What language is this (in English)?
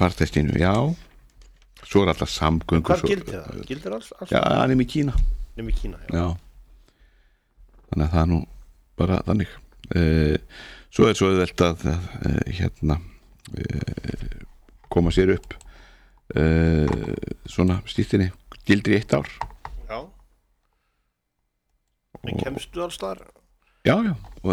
Icelandic